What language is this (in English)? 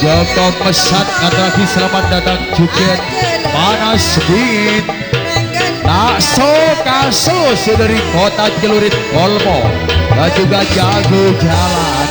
Madurese